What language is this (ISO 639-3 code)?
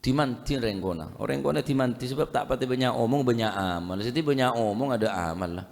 mad